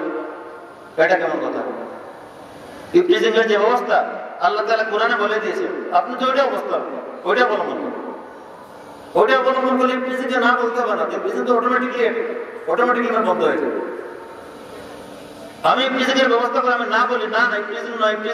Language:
Bangla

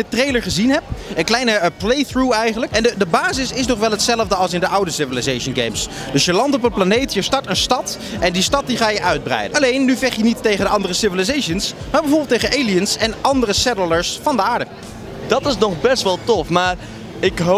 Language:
Dutch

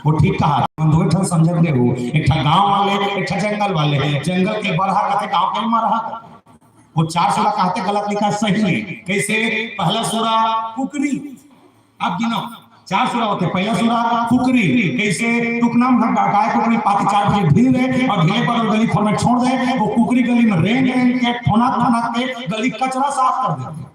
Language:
Chhattisgarhi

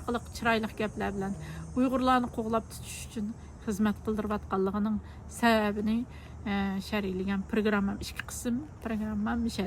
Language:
Uyghur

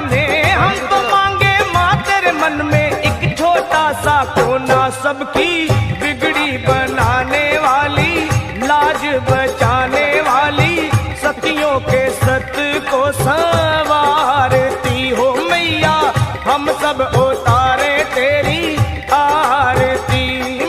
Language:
Hindi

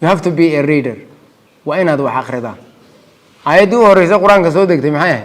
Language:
Somali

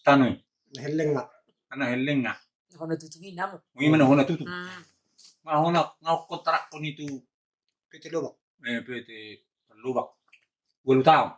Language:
Batak Toba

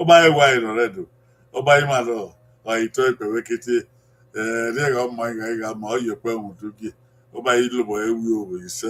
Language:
Bini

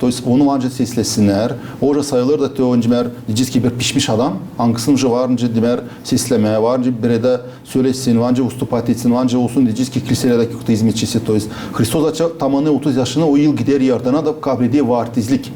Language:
Gagauz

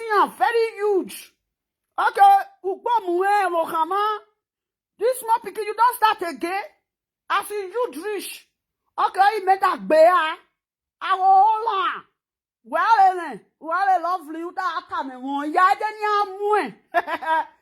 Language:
Nigerian Pidgin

